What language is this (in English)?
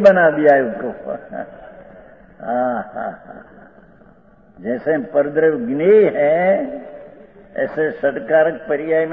Hindi